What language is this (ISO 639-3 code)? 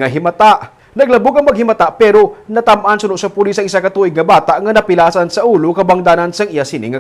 hil